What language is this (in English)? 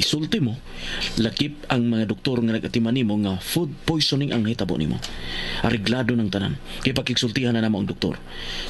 Cebuano